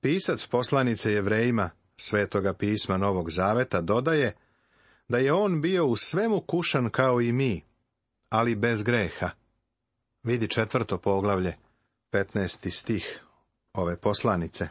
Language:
Serbian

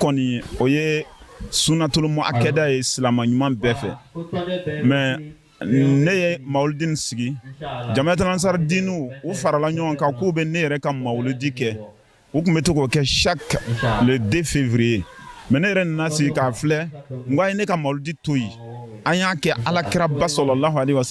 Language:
Bambara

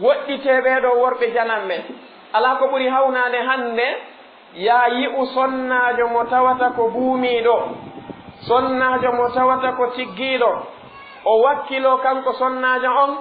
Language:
Fula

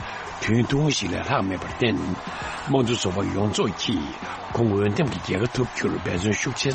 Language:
Tibetan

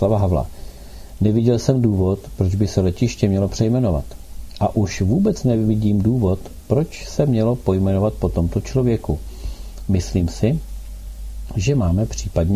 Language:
Czech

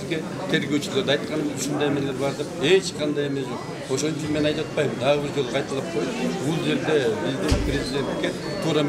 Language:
Kyrgyz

